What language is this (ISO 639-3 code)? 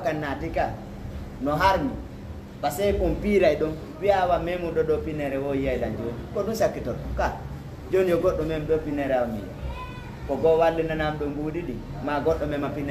ful